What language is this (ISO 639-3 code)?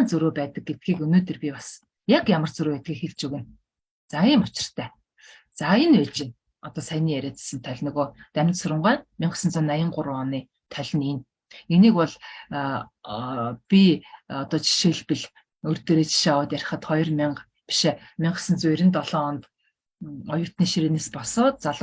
mon